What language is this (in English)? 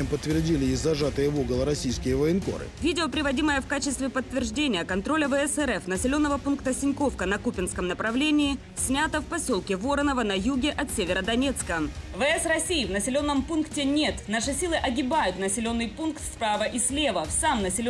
Russian